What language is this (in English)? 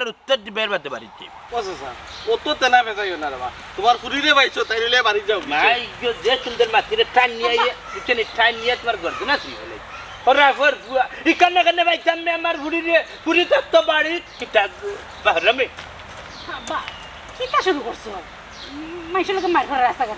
Sylheti